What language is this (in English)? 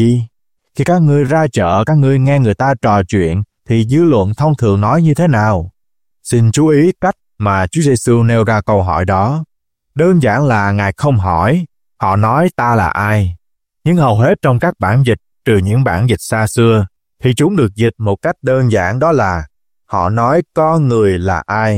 Vietnamese